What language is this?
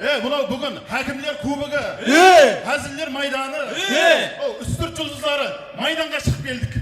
Kara-Kalpak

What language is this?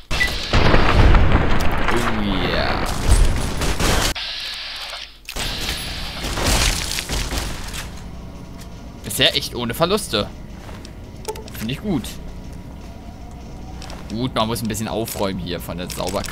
German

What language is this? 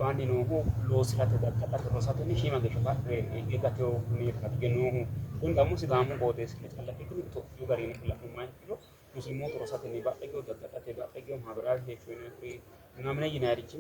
Sidamo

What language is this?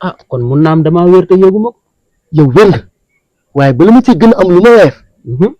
Wolof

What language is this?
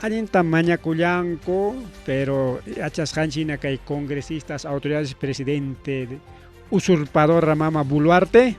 Ayacucho Quechua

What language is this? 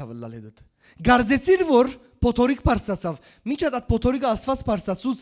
Western Armenian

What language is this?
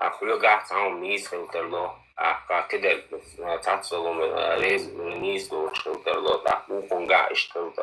Chechen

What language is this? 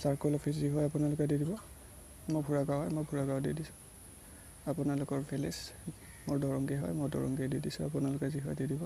Assamese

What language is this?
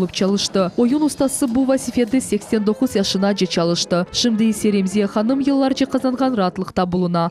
Crimean Tatar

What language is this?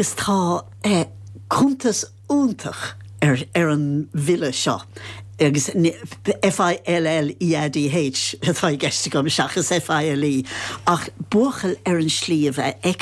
Irish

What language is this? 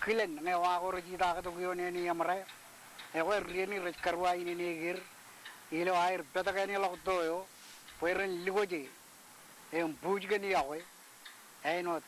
Marshallese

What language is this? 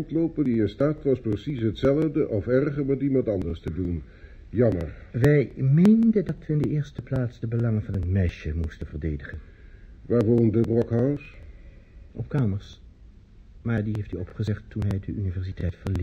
Dutch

